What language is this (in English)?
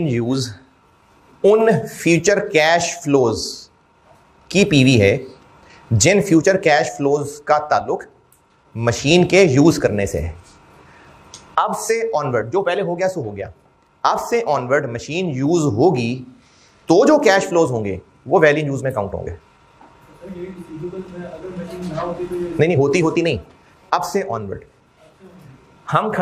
Hindi